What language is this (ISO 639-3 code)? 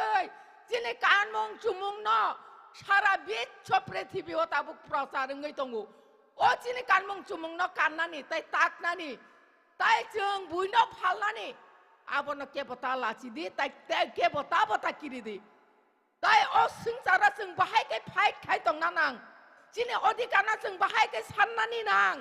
trp